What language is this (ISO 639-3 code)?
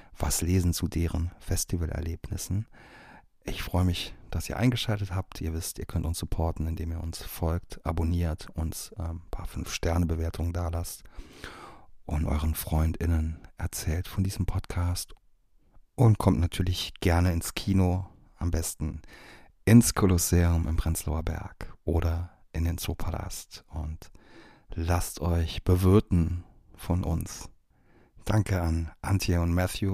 deu